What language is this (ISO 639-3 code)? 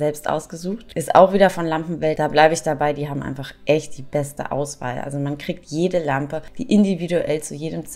deu